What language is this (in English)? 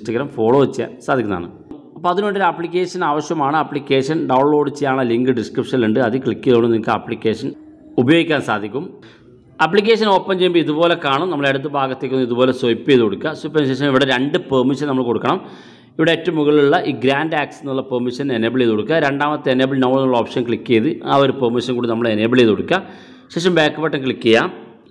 Malayalam